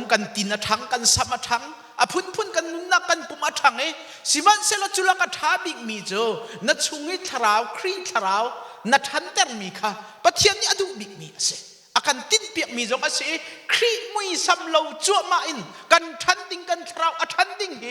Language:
Hakha Chin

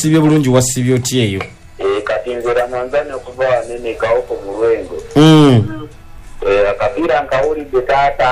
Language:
Ganda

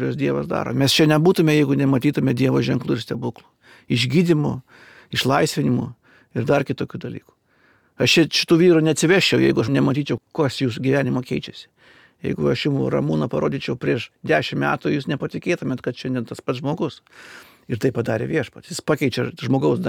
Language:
Lithuanian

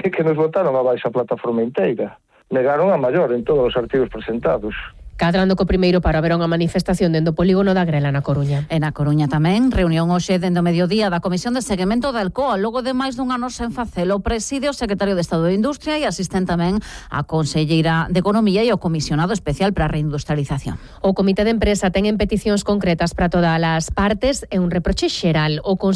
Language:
Galician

